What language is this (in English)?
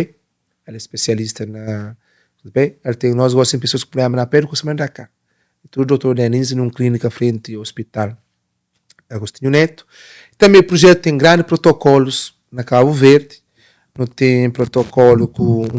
Kabuverdianu